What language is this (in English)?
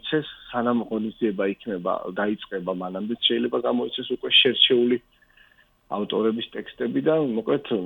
Georgian